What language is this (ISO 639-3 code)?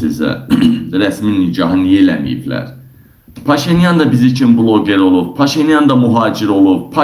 aze